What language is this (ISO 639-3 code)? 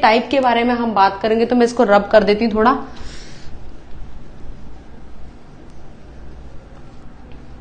hin